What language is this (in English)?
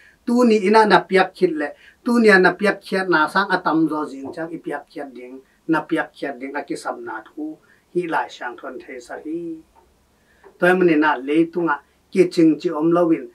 Tedim Chin